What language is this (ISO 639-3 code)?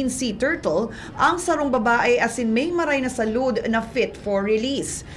bik